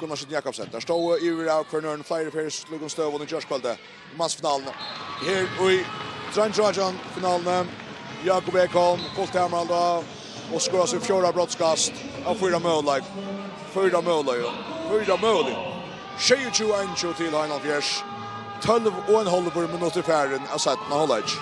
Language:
Faroese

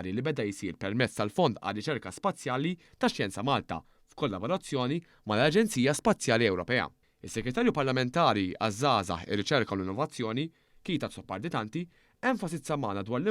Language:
Maltese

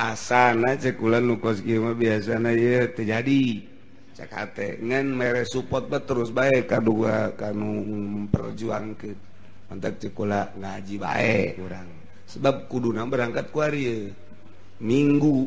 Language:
Sundanese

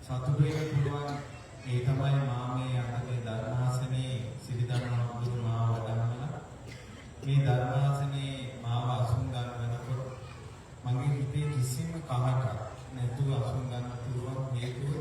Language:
Sinhala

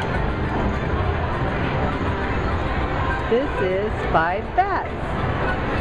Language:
English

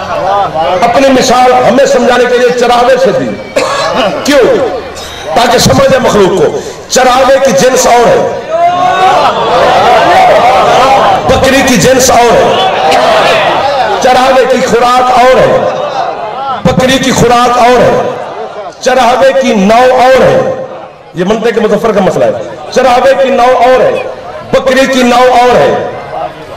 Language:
Urdu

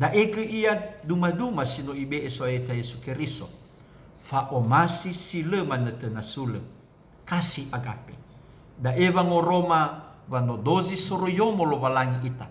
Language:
Nias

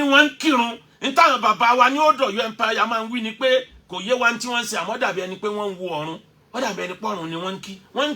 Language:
Yoruba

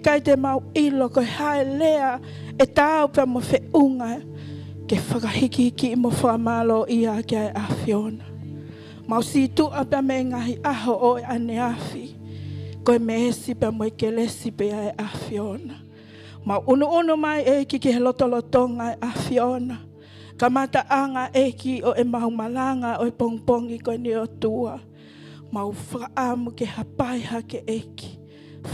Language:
Tongan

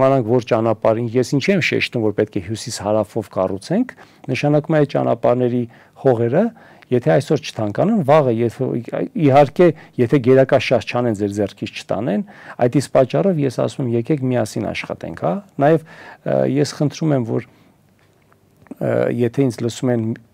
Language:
Armenian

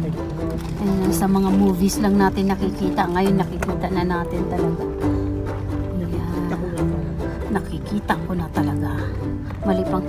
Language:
Filipino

